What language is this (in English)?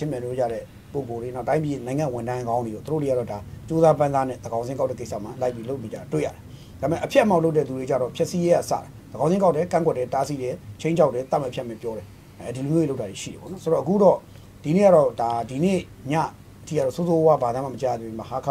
Burmese